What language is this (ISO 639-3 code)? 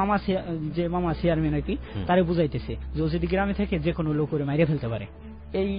ben